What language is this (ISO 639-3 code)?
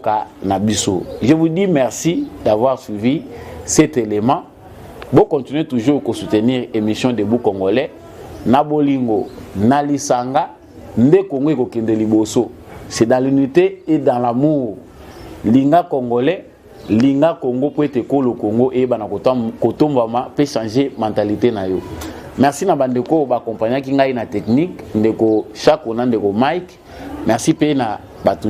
lin